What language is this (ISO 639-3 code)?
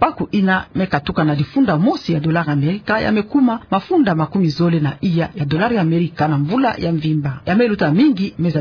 ktu